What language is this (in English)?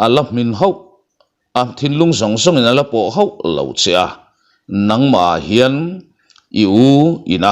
Mizo